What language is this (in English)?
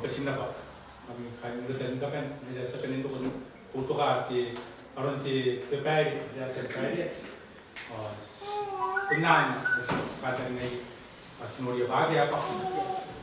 Gilbertese